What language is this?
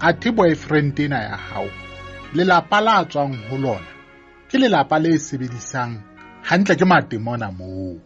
Southern Sotho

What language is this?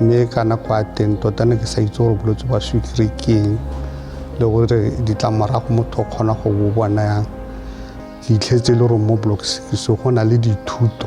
Tswana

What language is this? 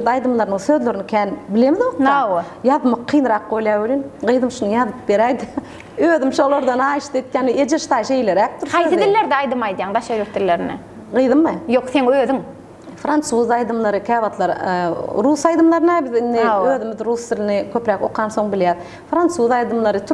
Turkmen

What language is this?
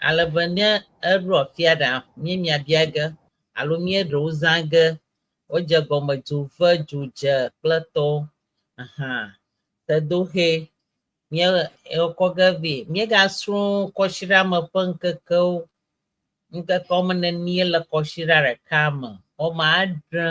Ewe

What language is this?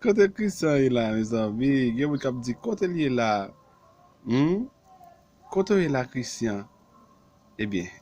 Haitian Creole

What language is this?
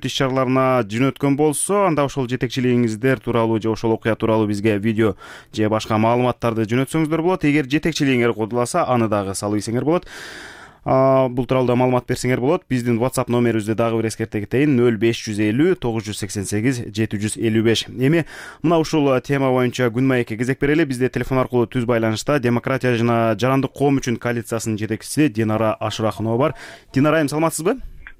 Kyrgyz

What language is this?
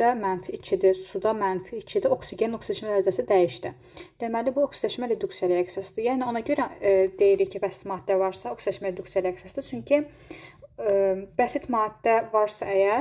Azerbaijani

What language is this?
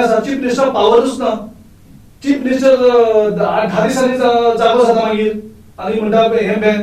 Konkani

